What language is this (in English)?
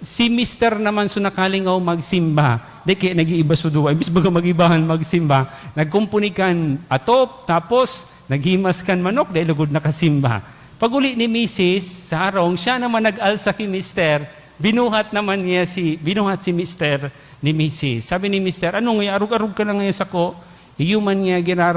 Bikol